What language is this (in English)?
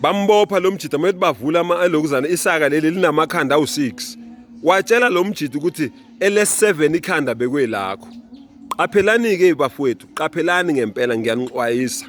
Zulu